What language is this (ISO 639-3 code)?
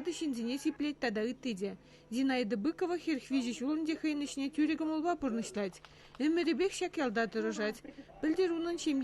chv